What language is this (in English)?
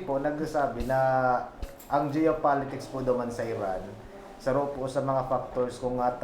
Bikol